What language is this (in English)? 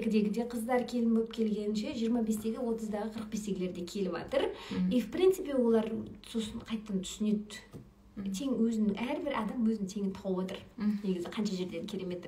Kazakh